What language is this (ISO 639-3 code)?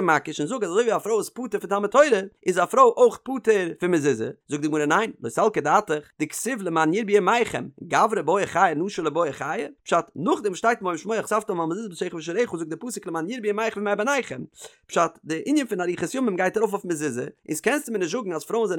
yid